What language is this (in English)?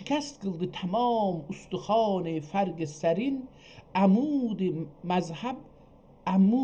South Azerbaijani